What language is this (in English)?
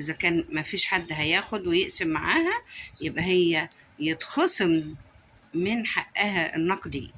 Egyptian Arabic